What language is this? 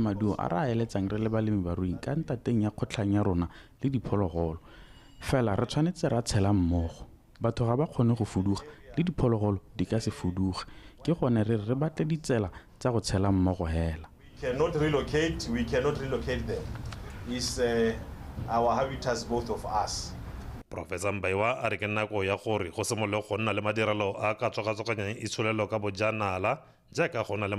Tswana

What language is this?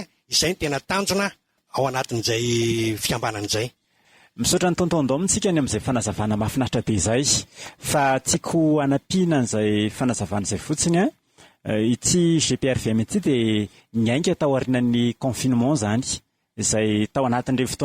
Malagasy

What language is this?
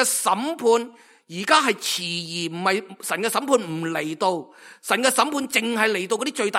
Cantonese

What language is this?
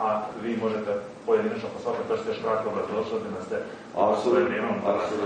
Croatian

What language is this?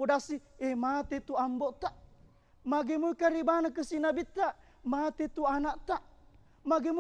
Buginese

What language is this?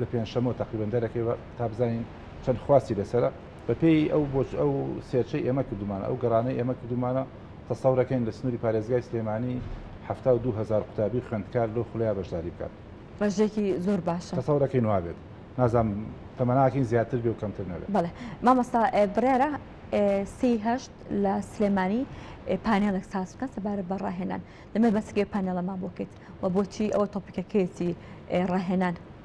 Central Kurdish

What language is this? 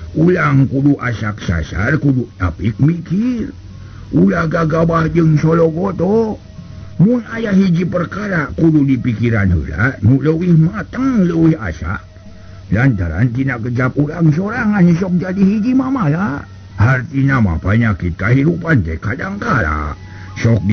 Sundanese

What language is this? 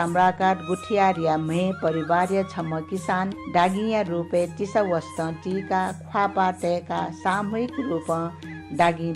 Newari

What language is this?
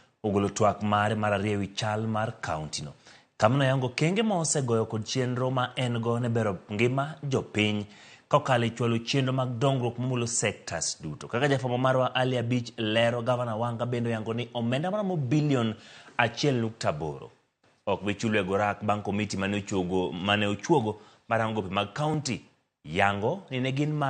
Luo (Kenya and Tanzania)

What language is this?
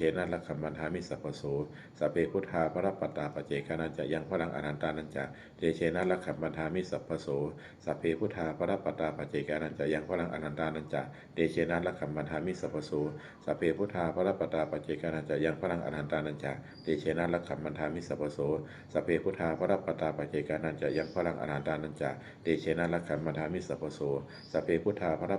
Pali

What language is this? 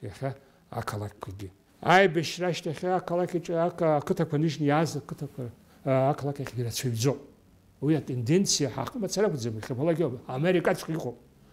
Abkhazian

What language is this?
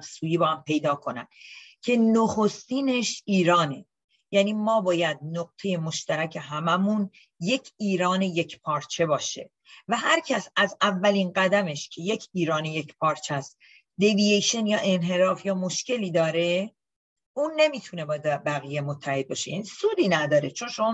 Persian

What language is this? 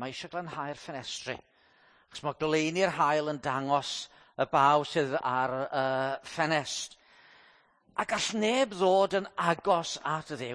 Welsh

